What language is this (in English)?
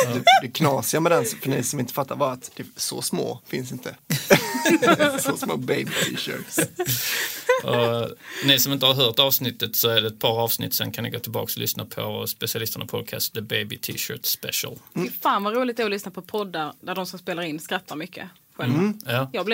Swedish